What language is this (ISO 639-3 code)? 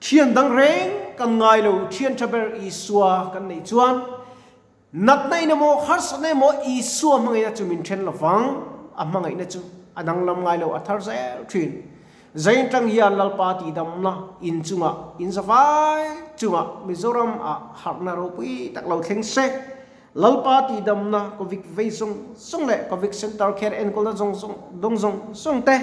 lus